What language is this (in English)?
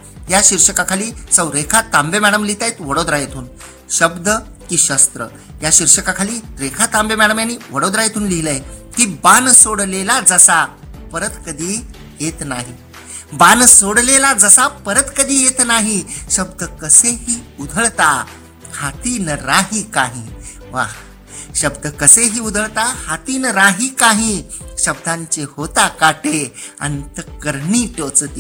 Marathi